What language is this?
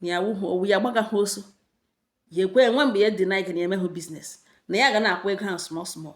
Igbo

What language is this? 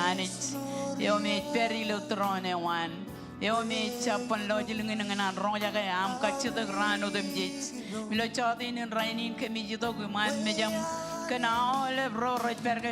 Marshallese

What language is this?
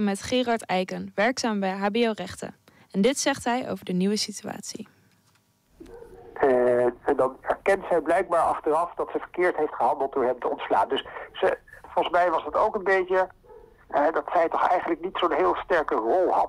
Dutch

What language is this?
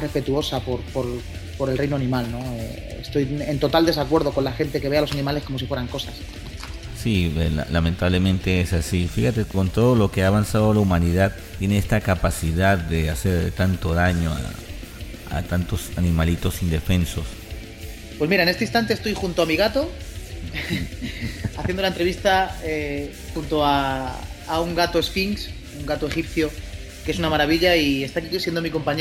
Spanish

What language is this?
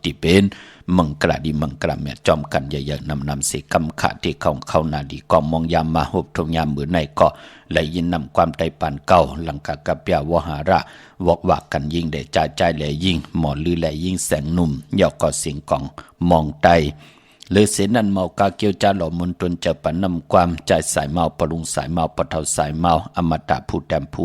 Shan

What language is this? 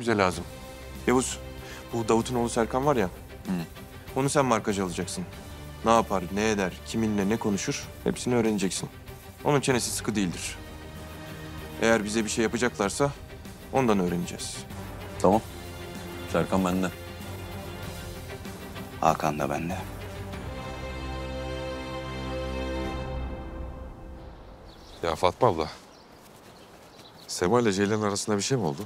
Turkish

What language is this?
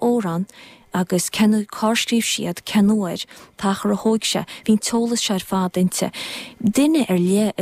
Irish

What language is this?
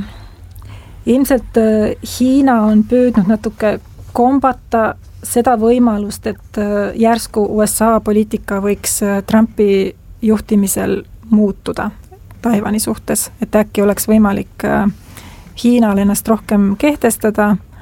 Estonian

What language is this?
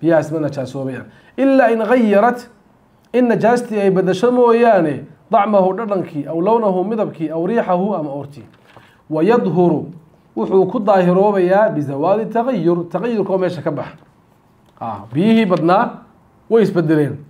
Somali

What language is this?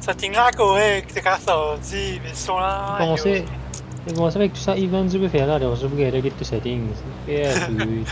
Morisyen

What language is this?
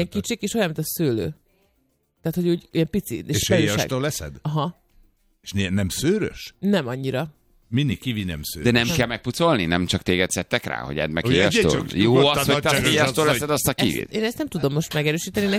Hungarian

